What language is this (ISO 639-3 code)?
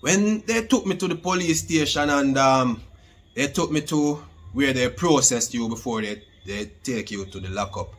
jam